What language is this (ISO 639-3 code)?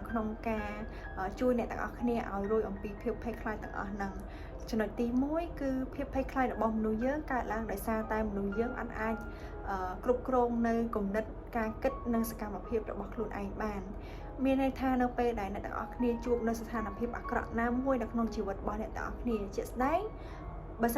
khm